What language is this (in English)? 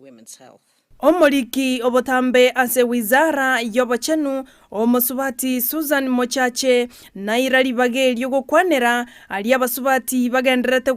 Gusii